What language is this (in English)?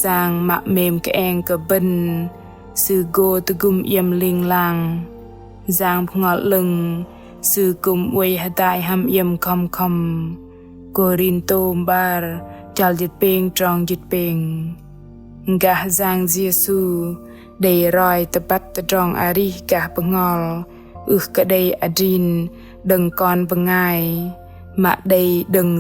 Bahnar